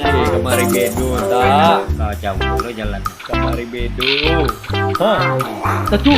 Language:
Minangkabau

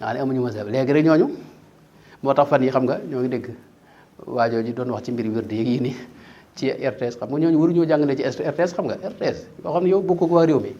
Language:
Wolof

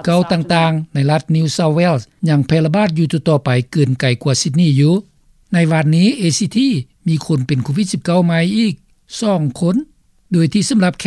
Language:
Lao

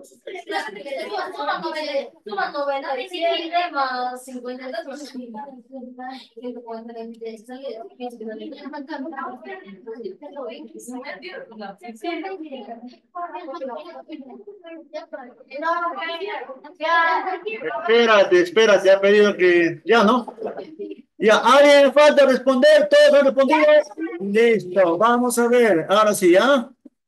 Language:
Spanish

